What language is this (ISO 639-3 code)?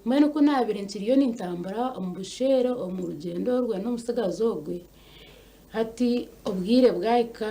nyn